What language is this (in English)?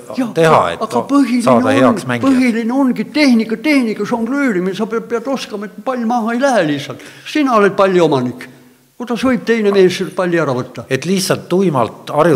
Estonian